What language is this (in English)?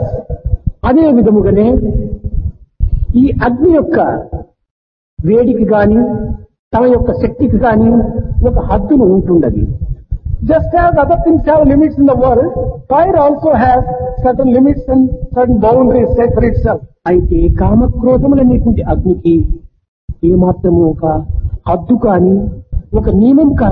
Telugu